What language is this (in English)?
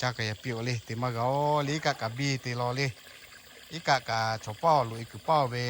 Lahu